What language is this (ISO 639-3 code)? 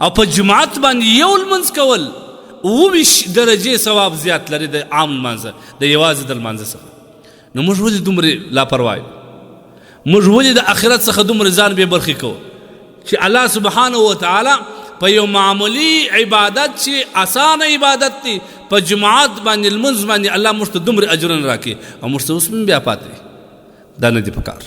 pus